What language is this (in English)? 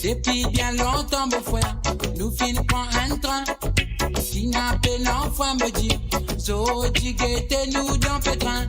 Morisyen